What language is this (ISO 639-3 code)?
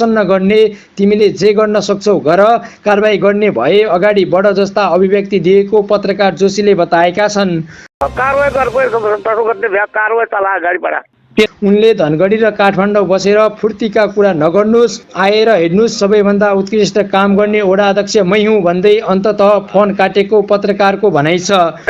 nep